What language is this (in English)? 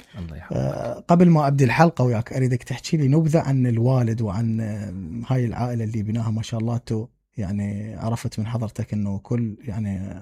Mesopotamian Arabic